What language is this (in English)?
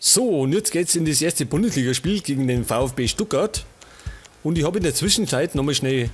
Bavarian